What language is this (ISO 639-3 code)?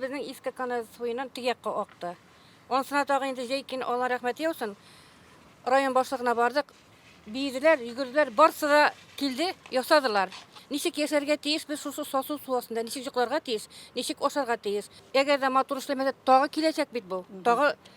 tat